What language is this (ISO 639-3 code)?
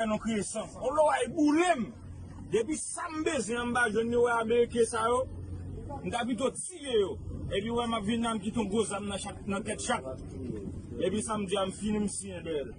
hat